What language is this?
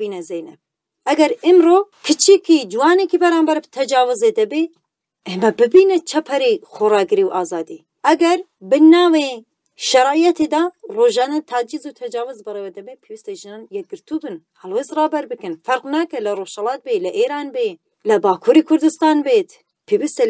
Central Kurdish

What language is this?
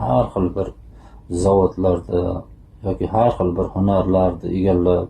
Uzbek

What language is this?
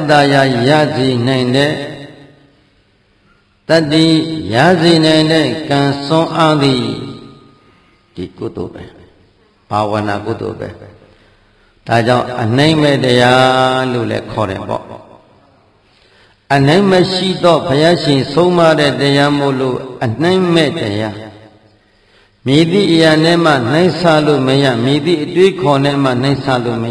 Burmese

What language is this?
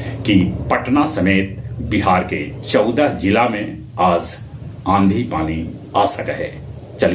Magahi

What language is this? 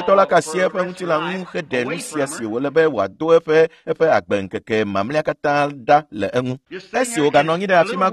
Ewe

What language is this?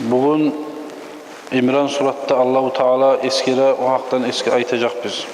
Kumyk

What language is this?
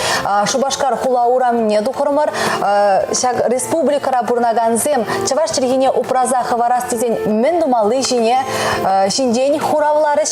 Chuvash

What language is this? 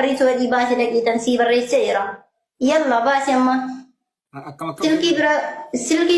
Oromo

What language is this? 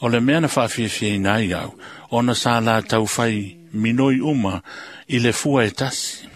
Samoan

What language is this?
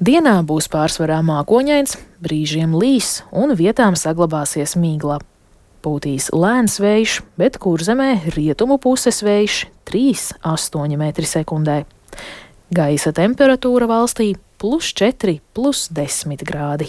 Latvian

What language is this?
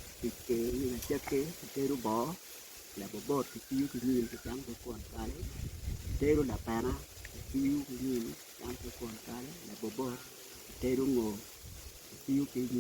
Acoli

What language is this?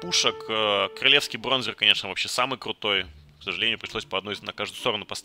Russian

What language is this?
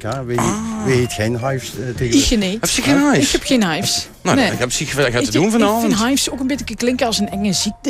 Limburgish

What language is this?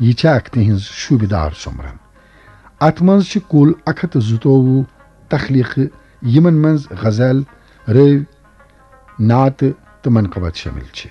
Kashmiri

